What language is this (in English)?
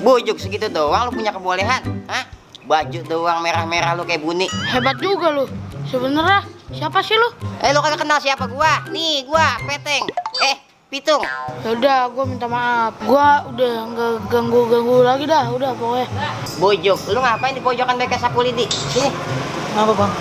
Betawi